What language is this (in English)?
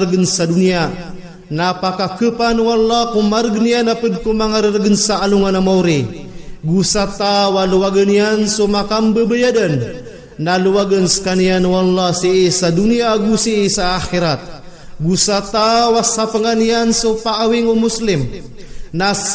Maranao